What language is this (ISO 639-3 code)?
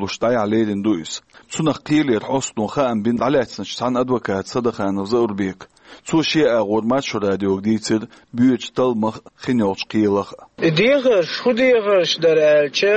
che